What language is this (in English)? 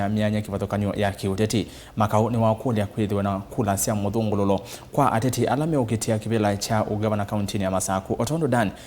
Kamba